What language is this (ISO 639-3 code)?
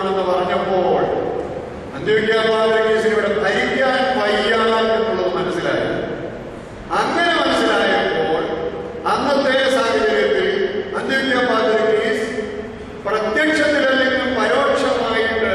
mal